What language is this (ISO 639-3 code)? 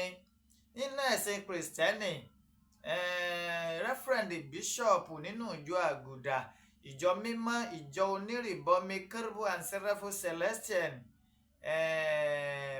yor